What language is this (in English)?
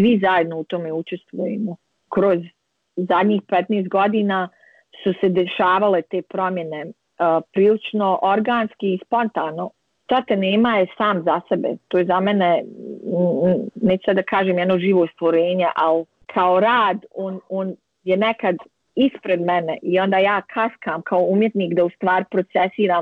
Bosnian